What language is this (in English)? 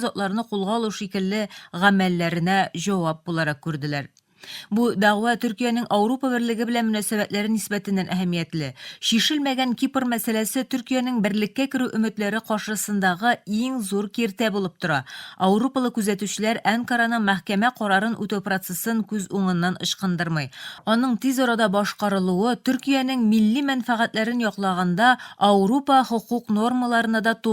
Tatar